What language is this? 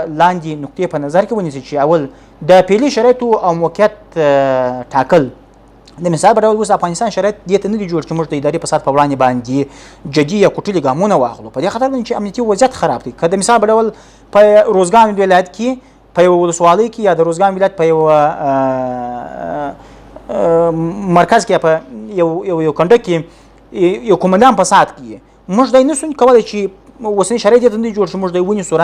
Pashto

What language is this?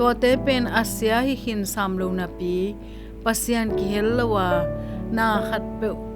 Tedim Chin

